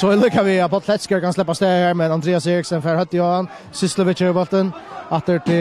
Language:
Faroese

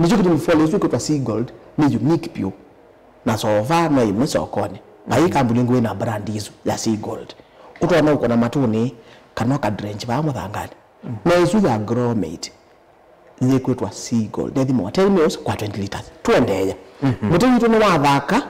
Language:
Kamba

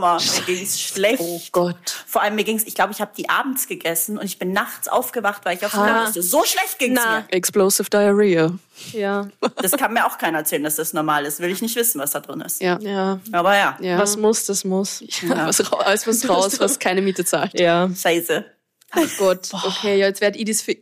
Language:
German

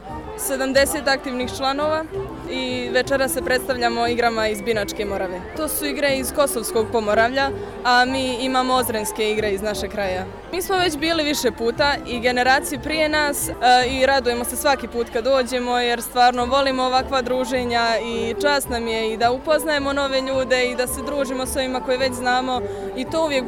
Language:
Serbian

